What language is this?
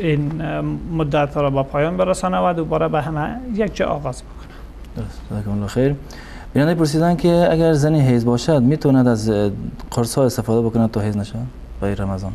Persian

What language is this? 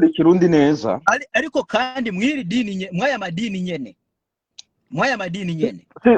Rundi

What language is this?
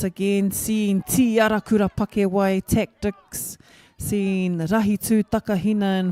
Māori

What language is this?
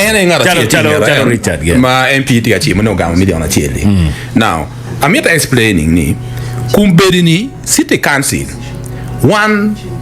Acoli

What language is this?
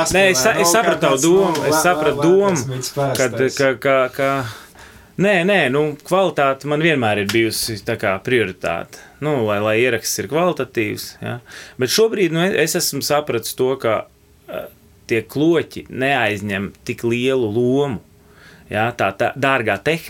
Latvian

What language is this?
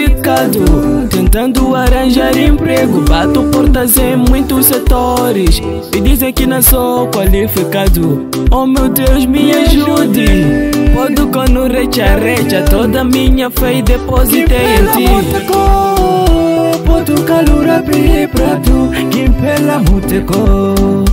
Makhuwa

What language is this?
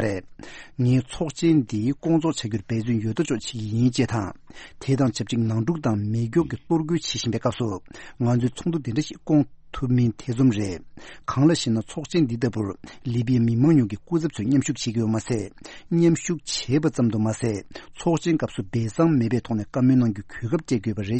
Tibetan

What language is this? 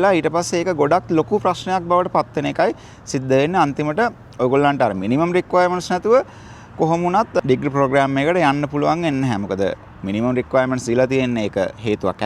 Sinhala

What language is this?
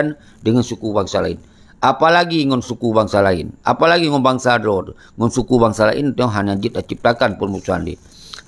Achinese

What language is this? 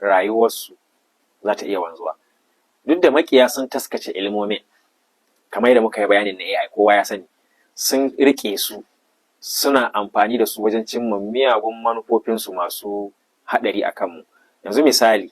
Hausa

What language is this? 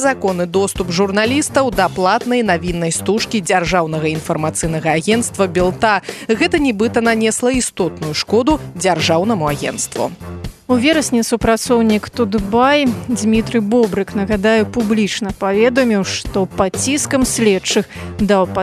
Belarusian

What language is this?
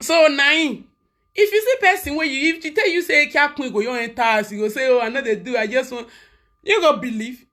Nigerian Pidgin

